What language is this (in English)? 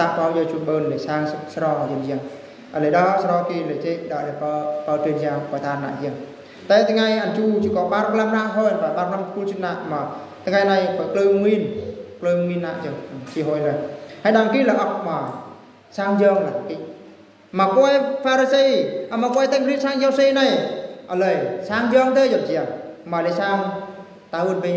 Eastern Bru